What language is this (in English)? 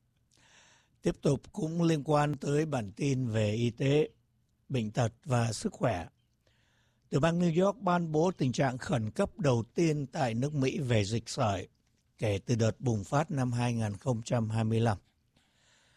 Vietnamese